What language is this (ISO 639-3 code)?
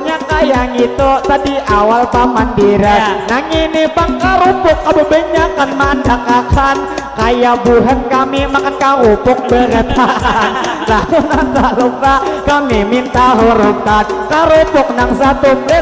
bjn